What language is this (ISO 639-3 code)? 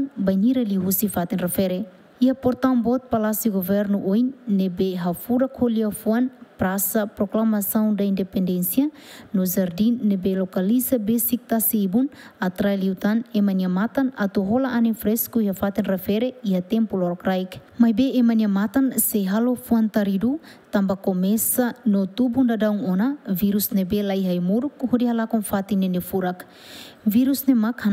tet